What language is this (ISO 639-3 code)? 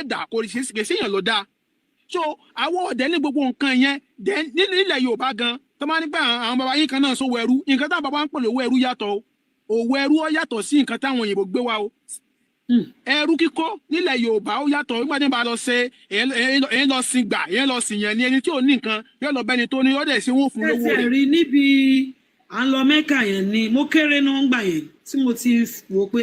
yor